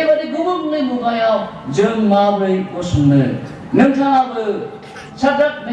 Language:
Bodo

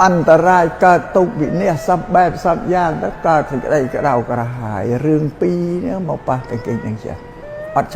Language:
Khmer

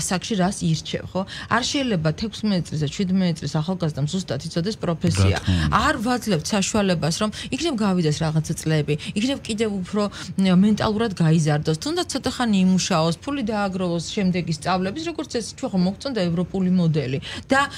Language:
Georgian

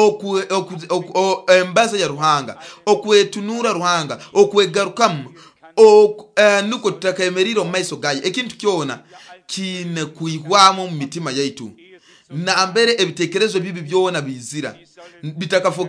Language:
Nyoro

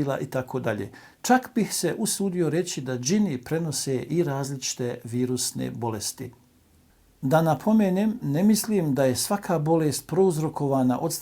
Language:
Bosnian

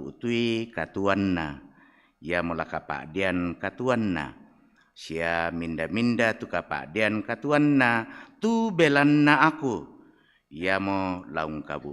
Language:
Toraja-Sa'dan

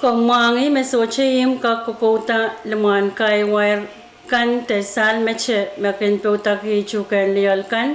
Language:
Pohnpeian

